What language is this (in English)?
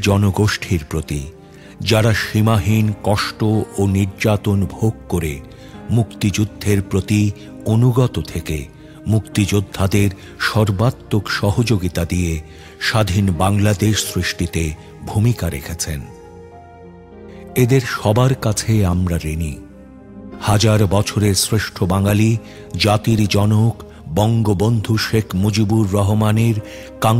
Bangla